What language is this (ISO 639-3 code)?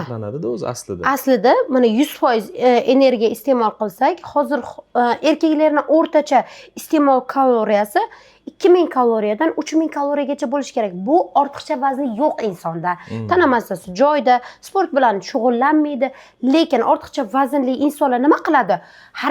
uzb